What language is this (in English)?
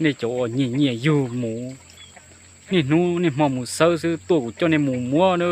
Hmong